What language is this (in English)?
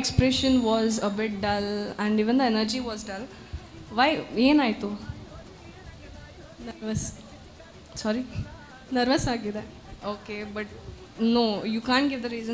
Kannada